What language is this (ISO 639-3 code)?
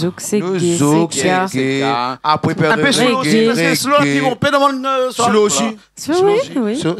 rcf